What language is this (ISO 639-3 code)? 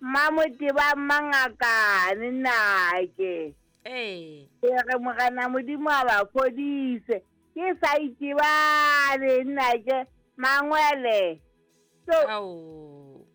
sot